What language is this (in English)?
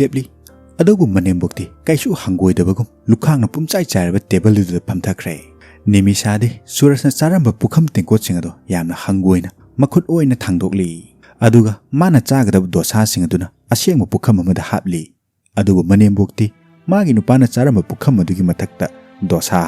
Manipuri